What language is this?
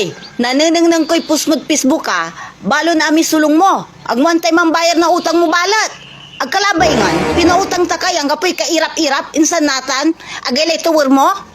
Pangasinan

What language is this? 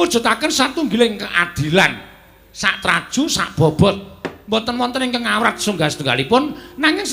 Javanese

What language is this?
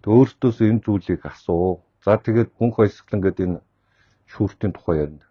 Mongolian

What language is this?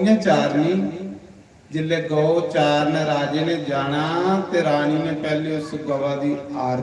Dogri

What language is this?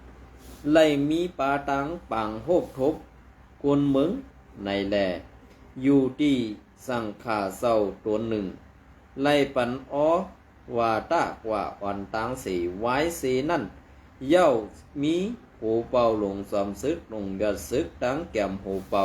Shan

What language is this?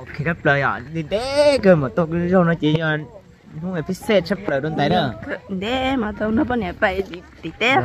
Hmong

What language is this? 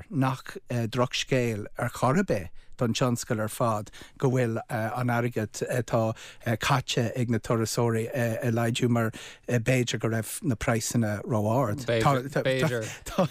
Irish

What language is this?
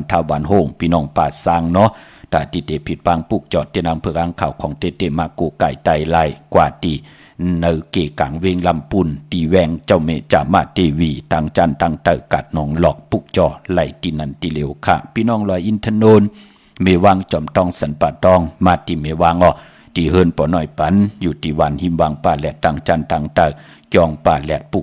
Shan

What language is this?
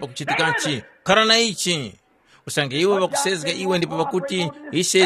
Tumbuka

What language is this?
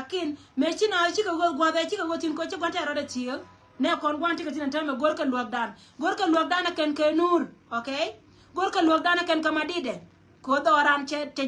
Nuer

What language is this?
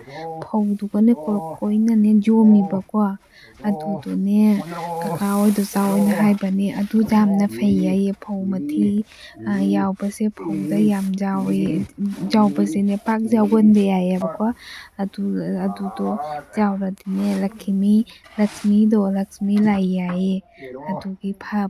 Manipuri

